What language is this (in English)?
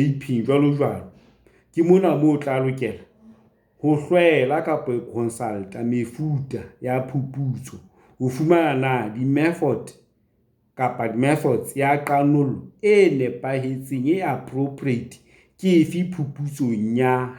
Southern Sotho